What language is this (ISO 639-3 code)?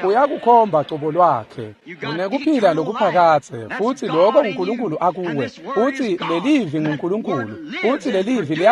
ssw